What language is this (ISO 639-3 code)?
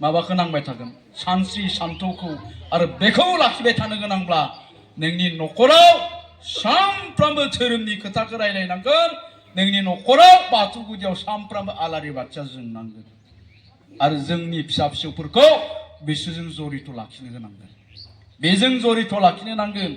brx